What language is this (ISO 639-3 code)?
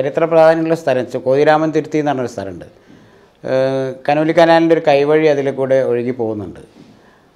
mal